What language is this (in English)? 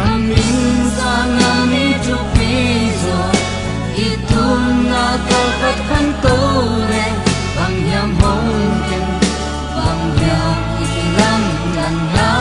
Tedim Chin